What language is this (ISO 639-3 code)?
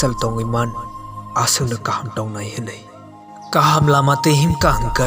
trp